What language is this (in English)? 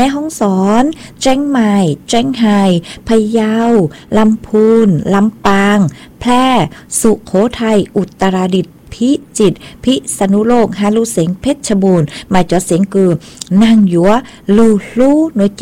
Thai